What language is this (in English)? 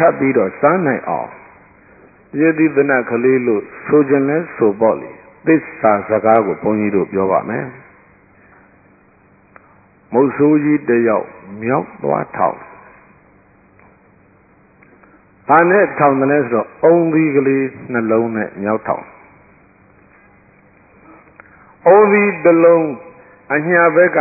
Burmese